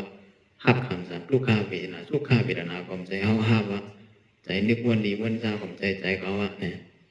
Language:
Shan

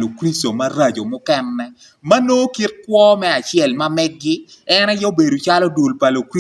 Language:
Acoli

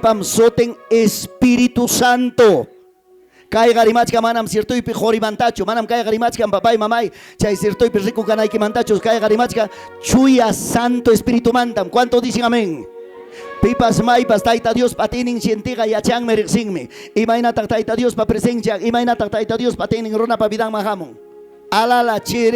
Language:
Ayacucho Quechua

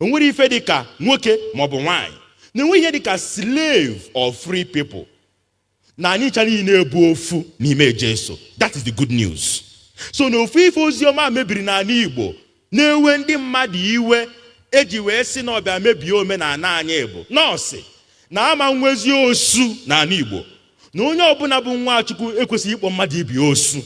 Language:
Igbo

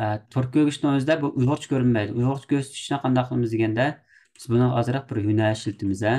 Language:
Uyghur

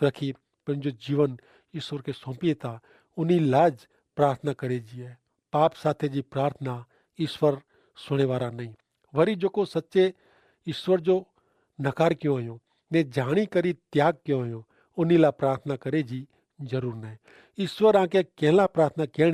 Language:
Kachhi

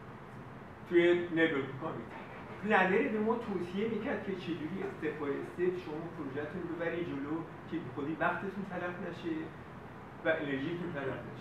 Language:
Persian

